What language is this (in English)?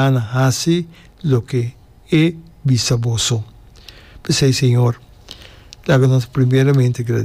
Papiamento